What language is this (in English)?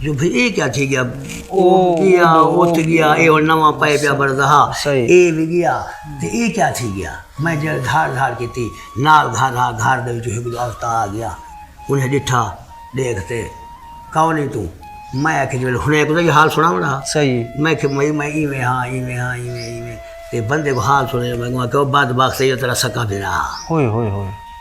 Saraiki